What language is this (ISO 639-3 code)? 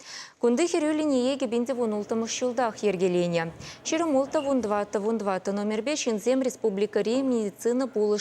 chv